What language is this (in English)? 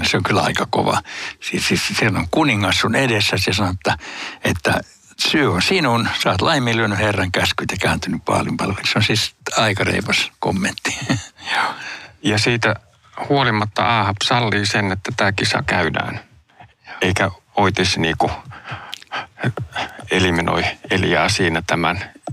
Finnish